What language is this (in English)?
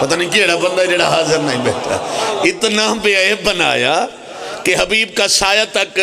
Pahari-Potwari